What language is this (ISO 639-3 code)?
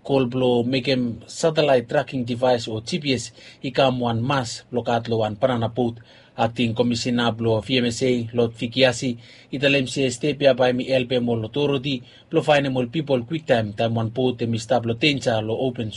bis